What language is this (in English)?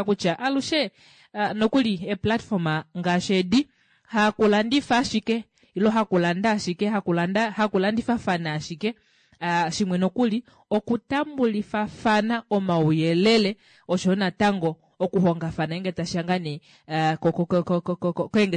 Kuanyama